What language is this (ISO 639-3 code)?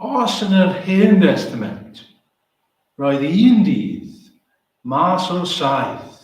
cym